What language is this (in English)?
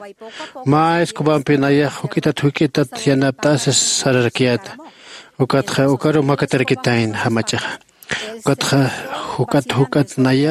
Aymara